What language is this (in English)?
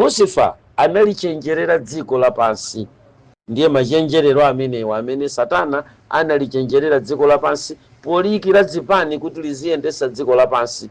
Nyanja